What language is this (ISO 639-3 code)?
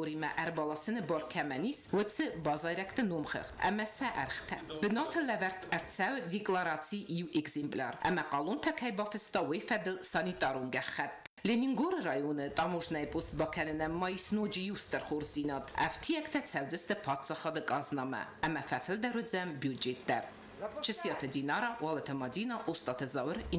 oss